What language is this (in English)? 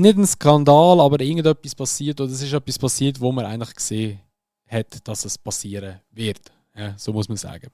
Swiss German